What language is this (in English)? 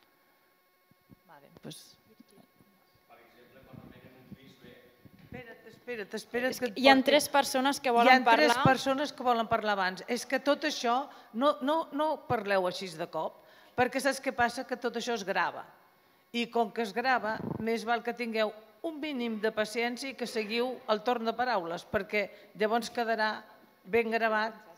Catalan